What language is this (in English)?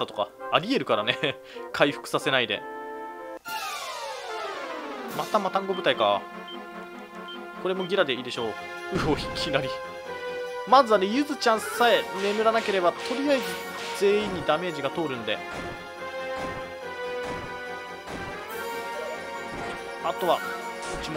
Japanese